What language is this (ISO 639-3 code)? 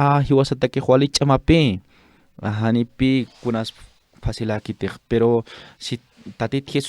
aym